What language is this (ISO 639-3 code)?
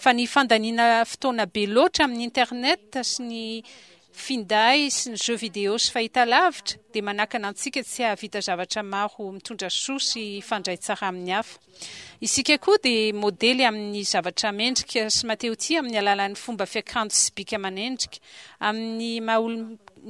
mlg